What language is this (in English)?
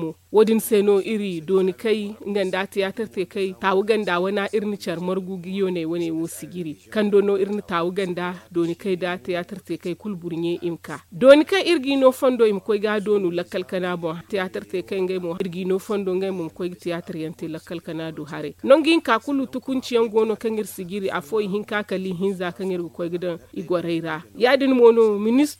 Zarma